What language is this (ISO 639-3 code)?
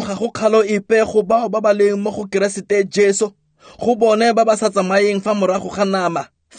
tsn